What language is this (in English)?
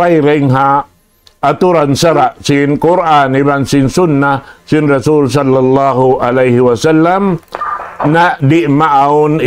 Tausug